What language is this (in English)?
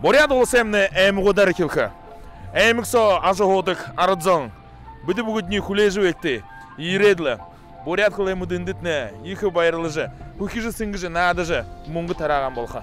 Buriat